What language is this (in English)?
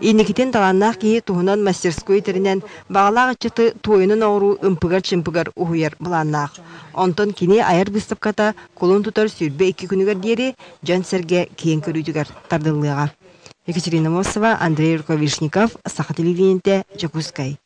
Yakut